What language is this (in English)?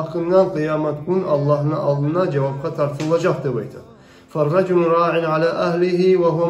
Kumyk